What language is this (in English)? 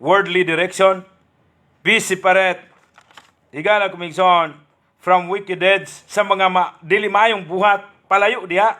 Cebuano